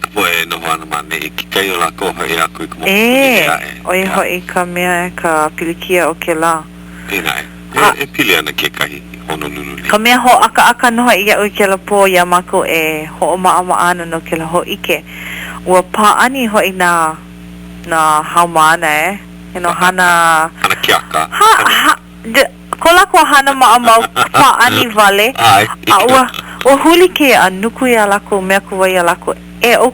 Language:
Hawaiian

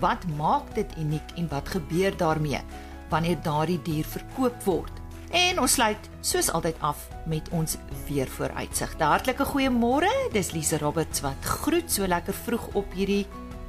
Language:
Afrikaans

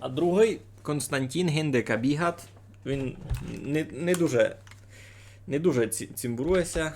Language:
Rusyn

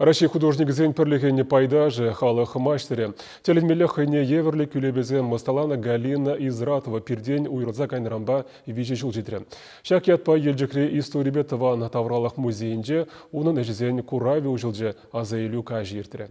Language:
Chuvash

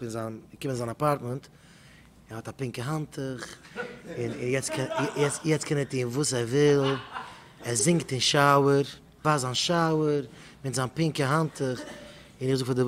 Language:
Yiddish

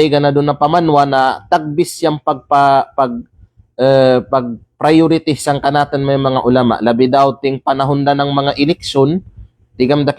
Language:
Kalagan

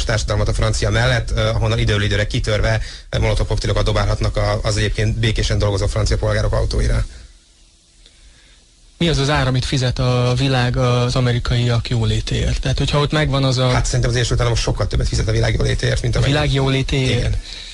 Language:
Hungarian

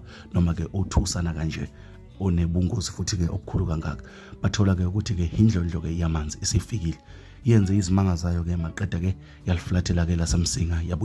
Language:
Zulu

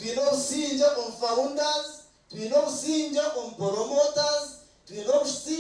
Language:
Nyankole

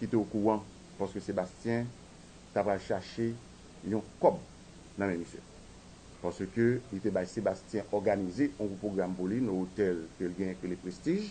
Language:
Haitian Creole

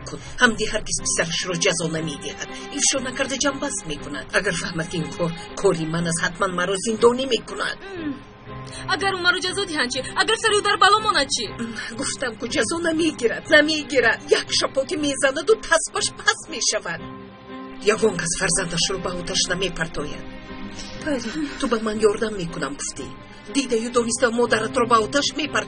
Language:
Tajik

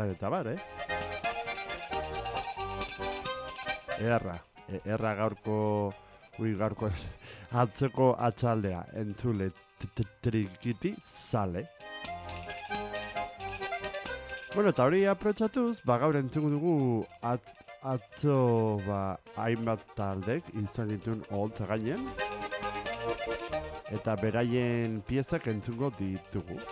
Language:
Basque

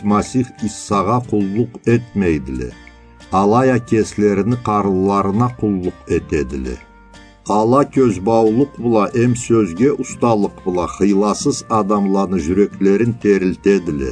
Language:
Karachay-Balkar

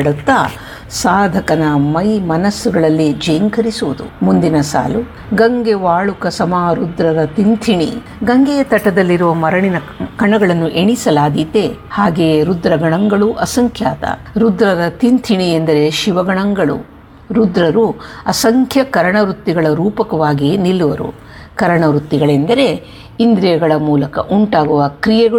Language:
Kannada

